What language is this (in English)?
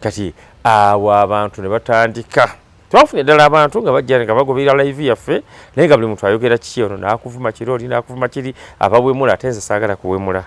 Ganda